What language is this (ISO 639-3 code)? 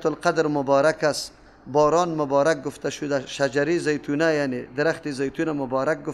fas